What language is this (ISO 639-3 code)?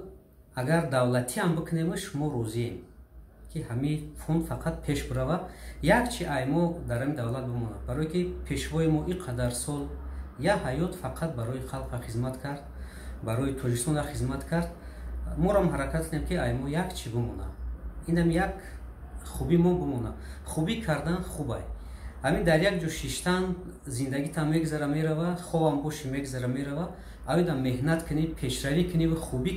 tgk